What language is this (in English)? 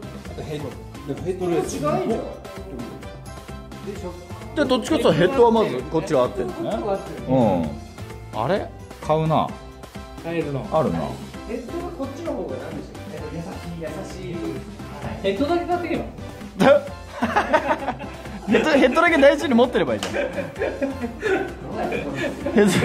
Japanese